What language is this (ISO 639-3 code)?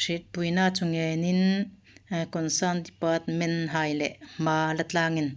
hmr